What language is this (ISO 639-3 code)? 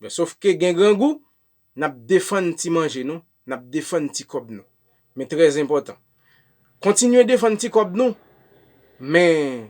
hat